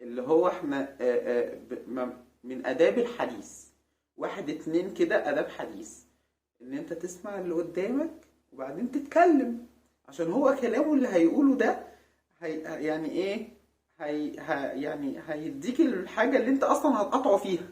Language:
Egyptian Arabic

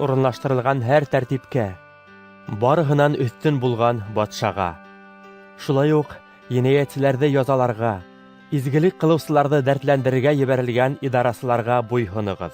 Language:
Bashkir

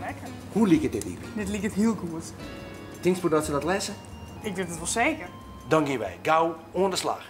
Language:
Western Frisian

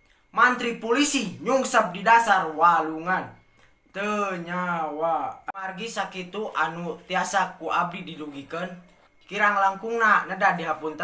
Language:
Sundanese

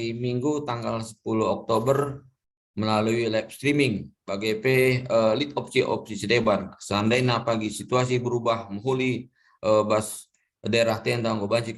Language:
Batak Karo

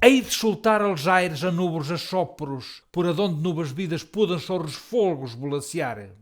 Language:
Mirandese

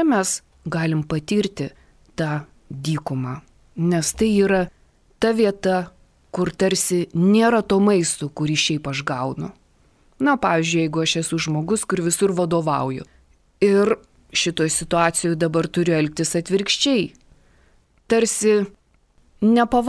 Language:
Lithuanian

